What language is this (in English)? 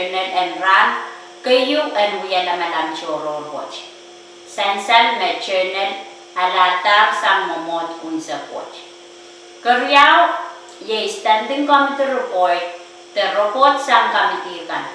Pohnpeian